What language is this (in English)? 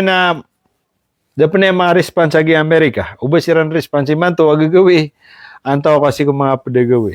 Maranao